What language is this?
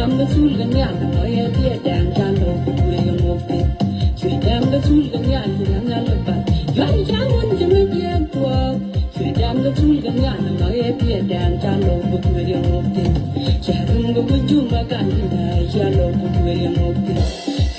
Nuer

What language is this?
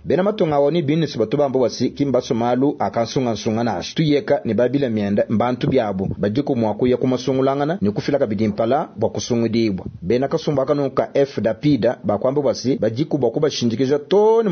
Luba-Lulua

